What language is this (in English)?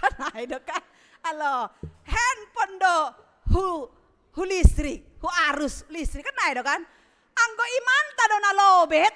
Batak Simalungun